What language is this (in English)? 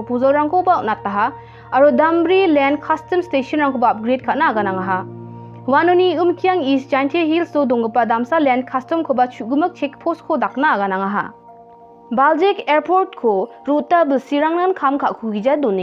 Garo